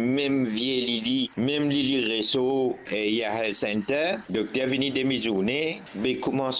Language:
Morisyen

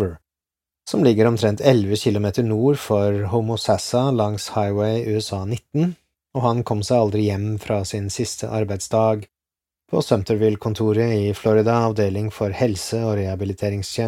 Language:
Norwegian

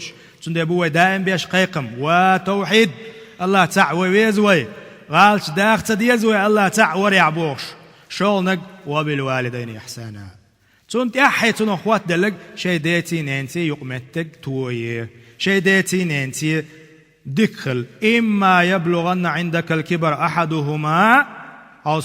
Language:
Chechen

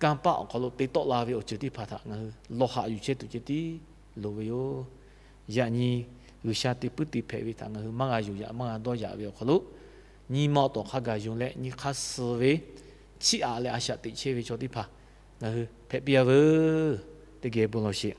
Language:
Lahu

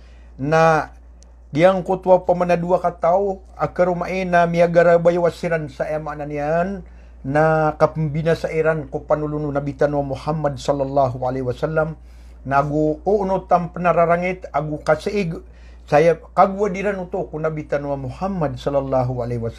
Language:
Maranao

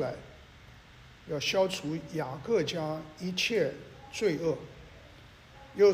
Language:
Chinese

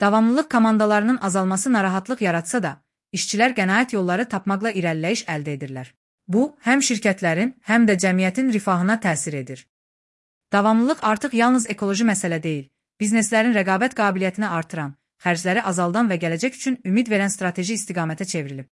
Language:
Azerbaijani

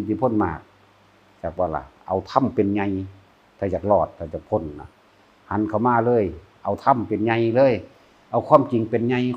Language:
Northeastern Thai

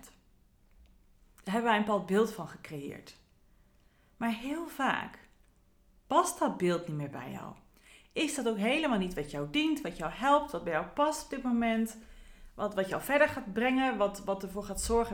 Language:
Dutch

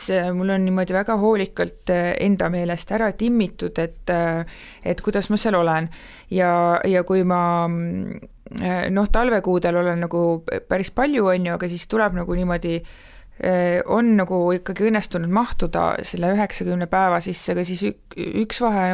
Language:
Estonian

